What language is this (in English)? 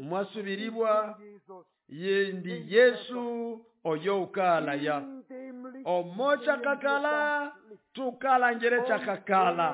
Nande